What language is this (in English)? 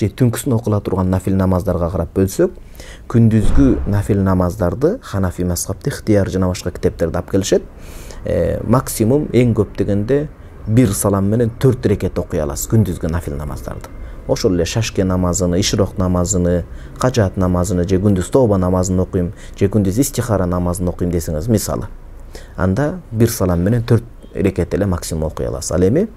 Kyrgyz